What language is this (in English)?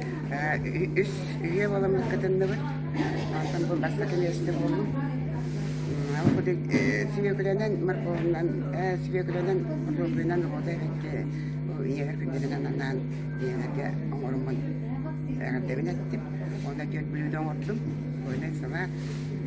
Yakut